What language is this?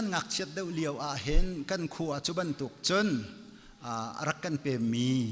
Hakha Chin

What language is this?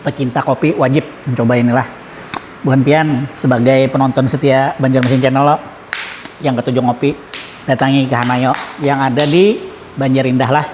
Banjar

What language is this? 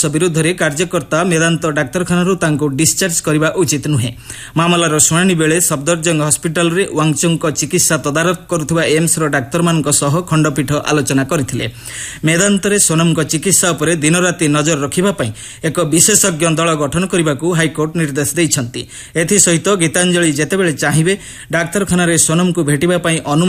Odia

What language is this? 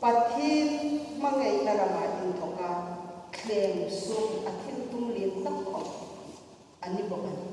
Hmar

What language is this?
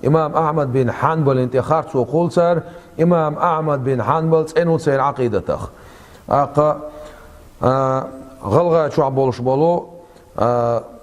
Chechen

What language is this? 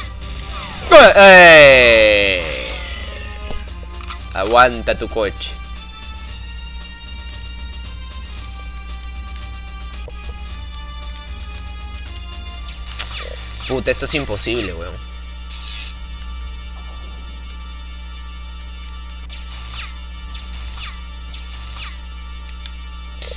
Spanish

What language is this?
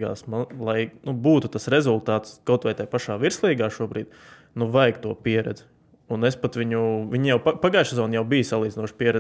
Latvian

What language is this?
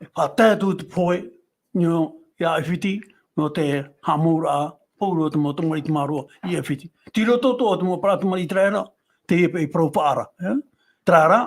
Tahitian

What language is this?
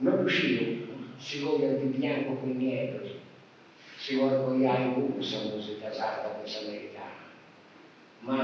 Sardinian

